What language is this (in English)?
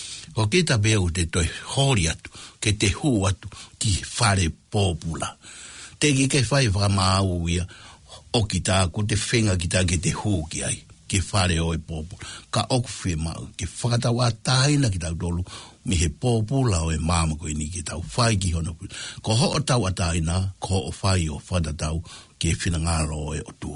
Tongan